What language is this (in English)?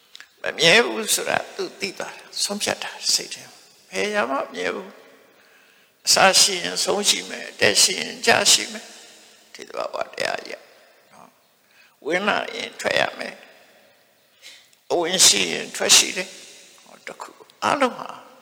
Burmese